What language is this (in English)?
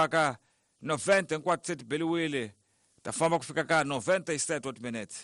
Tsonga